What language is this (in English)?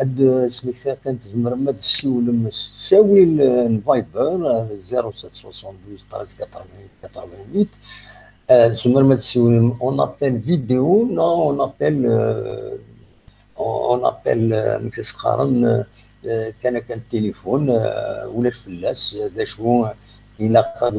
Kabyle